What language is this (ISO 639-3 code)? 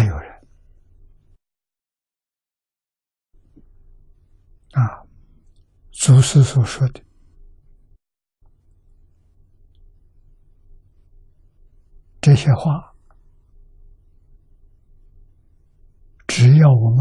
zho